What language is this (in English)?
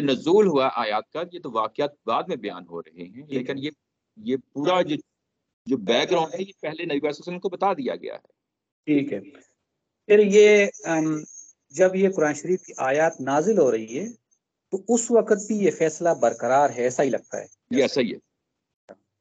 Urdu